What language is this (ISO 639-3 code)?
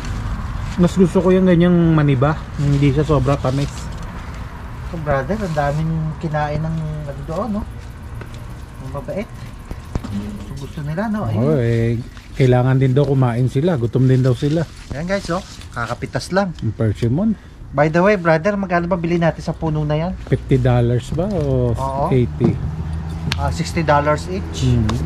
fil